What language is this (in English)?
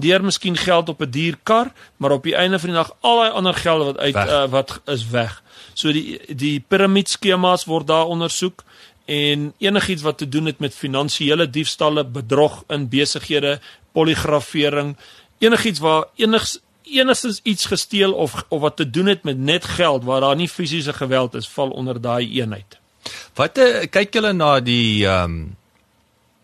Afrikaans